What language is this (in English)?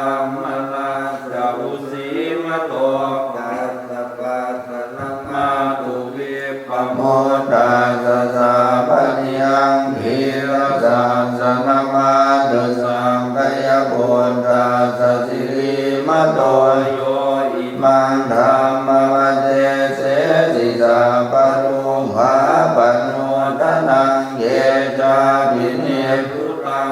Pali